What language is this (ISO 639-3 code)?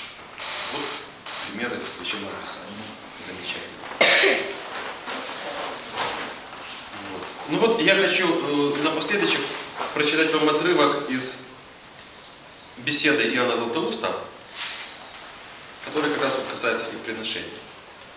rus